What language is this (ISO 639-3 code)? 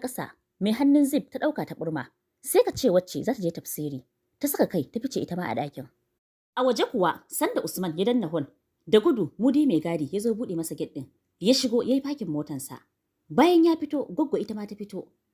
hau